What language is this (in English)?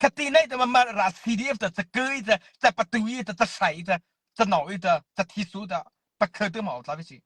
Mara Chin